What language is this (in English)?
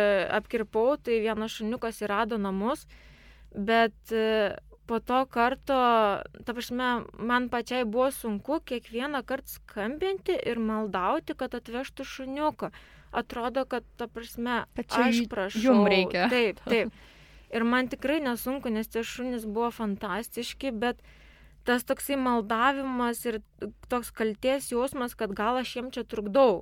Lithuanian